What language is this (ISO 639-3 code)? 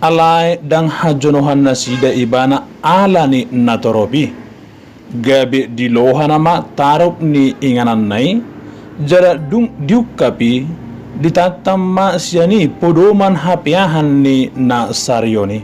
bbc